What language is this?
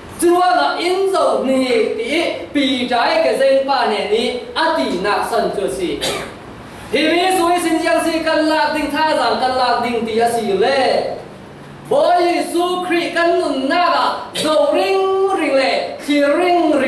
Falam Chin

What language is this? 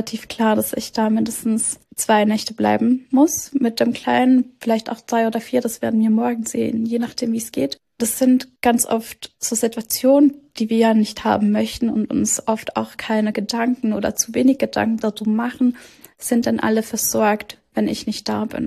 German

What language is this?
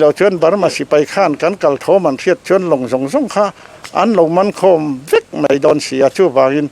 Mizo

